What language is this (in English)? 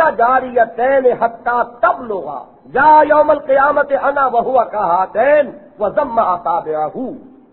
Urdu